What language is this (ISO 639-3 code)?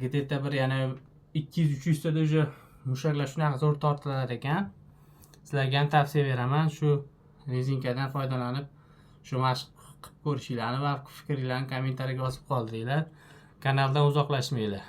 uzb